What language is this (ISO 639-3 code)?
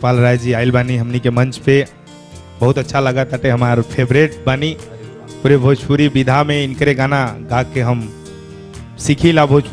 bho